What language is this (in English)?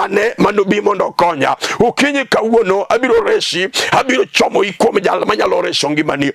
Luo (Kenya and Tanzania)